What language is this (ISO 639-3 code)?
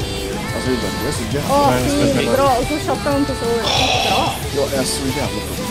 swe